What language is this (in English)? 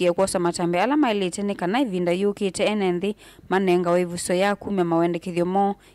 Kamba